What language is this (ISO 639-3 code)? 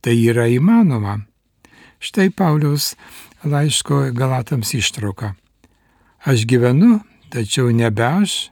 lit